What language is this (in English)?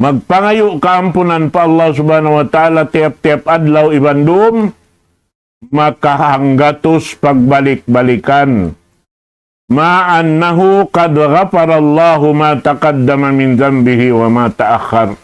Tausug